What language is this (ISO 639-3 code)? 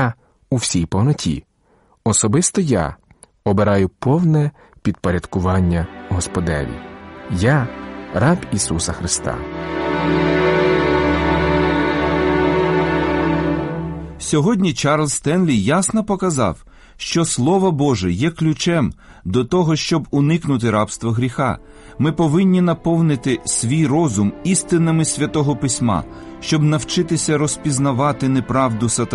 ukr